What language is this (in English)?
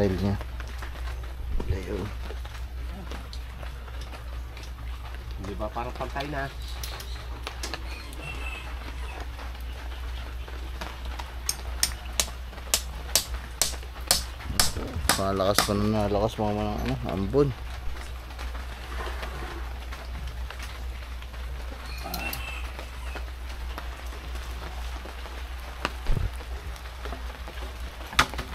Filipino